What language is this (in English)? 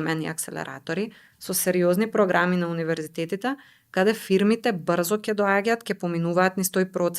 Macedonian